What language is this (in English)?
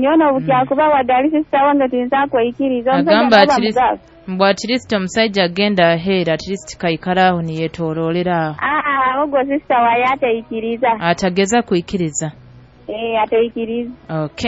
Nyoro